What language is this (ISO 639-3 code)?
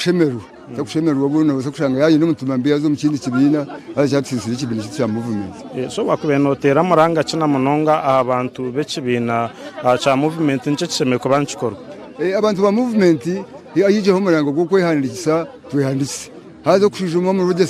nyn